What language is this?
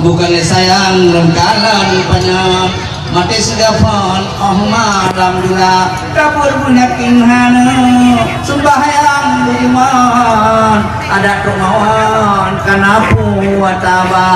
Achinese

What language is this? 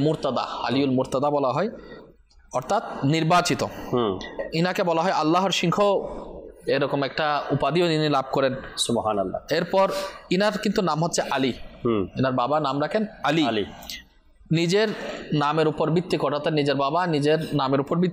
Bangla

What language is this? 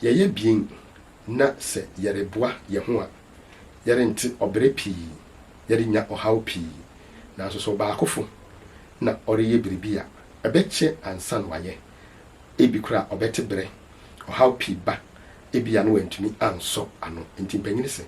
Akan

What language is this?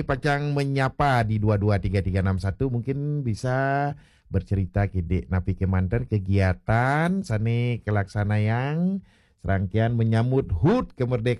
Balinese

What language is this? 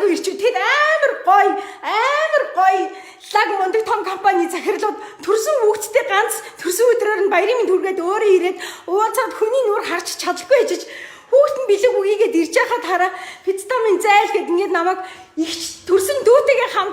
Mongolian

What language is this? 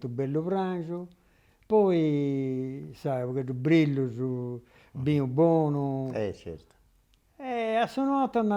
Sardinian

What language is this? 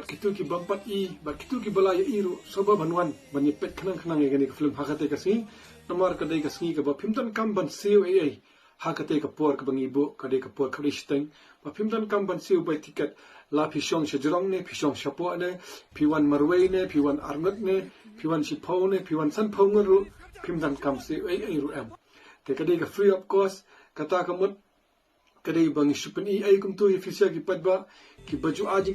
Khasi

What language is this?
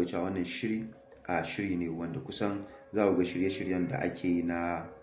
Hausa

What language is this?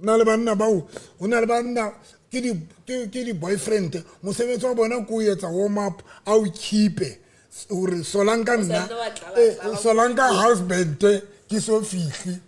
Southern Sotho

